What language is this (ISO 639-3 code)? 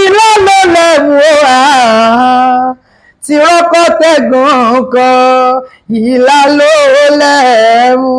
yor